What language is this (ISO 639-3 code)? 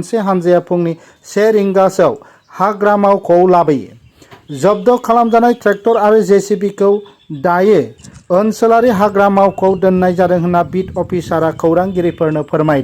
brx